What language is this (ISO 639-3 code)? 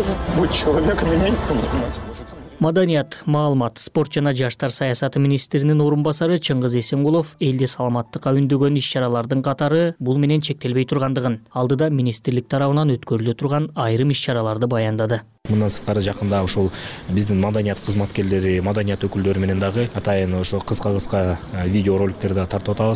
kir